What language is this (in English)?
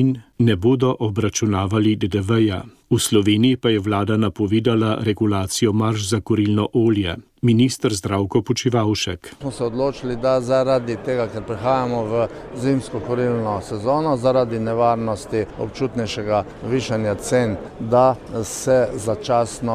Slovenian